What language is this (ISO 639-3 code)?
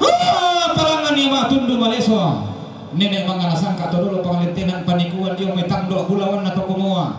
sda